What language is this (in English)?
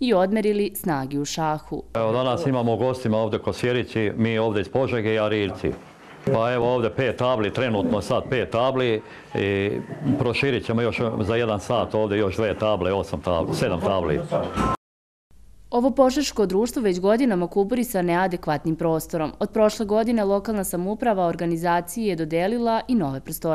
Serbian